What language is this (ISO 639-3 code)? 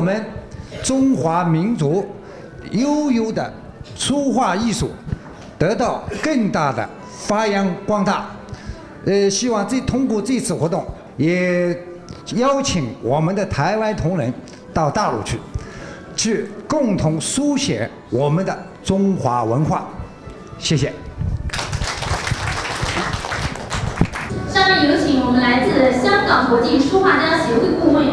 zho